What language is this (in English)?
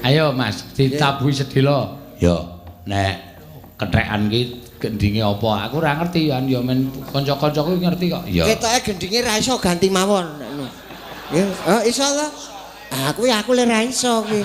Javanese